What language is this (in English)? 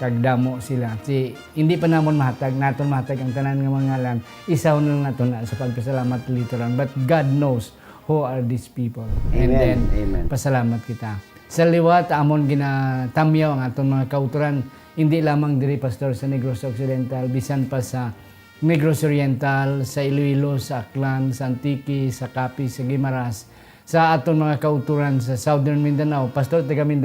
Hiligaynon